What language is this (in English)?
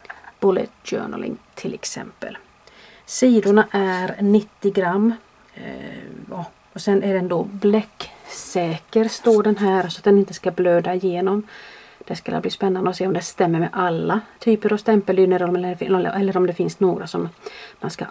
Swedish